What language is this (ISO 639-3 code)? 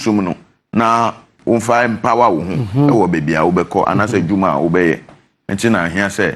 aka